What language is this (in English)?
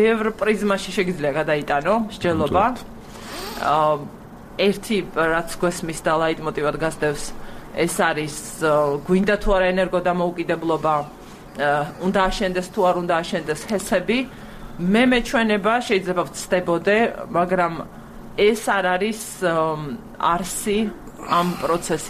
Georgian